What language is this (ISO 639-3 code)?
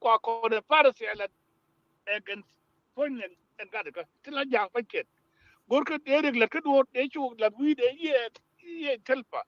nus